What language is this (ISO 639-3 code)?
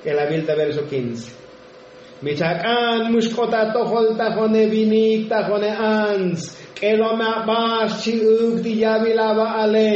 tzo